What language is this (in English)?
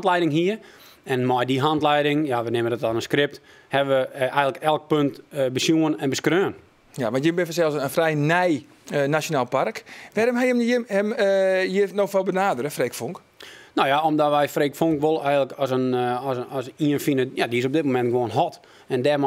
Western Frisian